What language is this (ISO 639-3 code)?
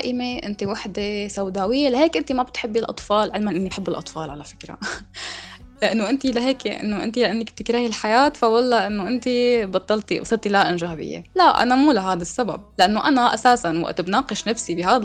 apc